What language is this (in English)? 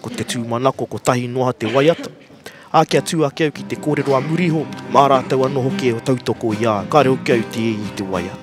Māori